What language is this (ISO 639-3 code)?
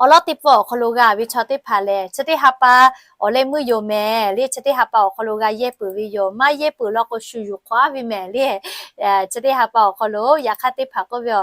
lhu